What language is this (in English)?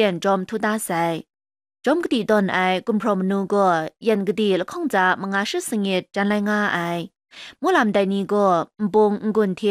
Kachin